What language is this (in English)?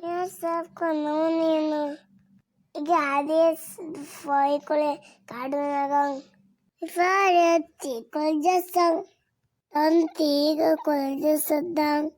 Divehi